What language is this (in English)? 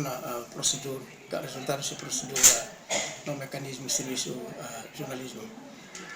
Tetum